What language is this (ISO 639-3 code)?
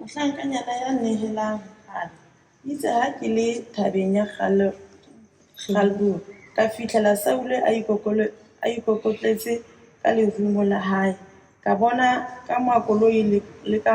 sot